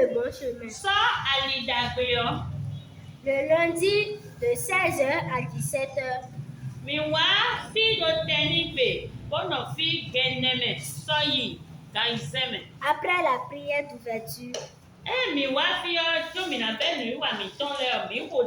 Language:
Fon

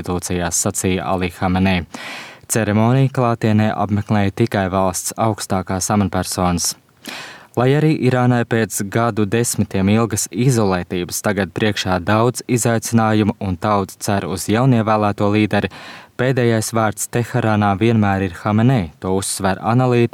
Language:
Latvian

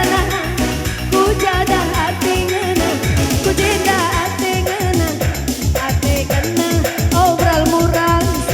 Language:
Batak Karo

